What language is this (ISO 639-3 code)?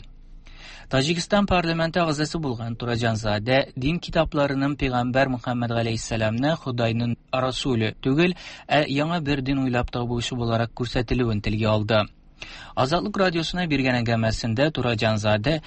tat